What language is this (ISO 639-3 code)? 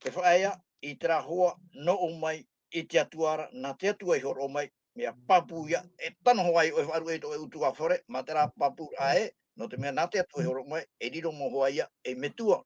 tah